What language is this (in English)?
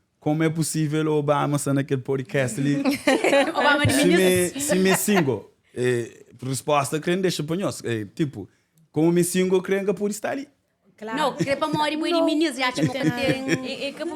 Kabuverdianu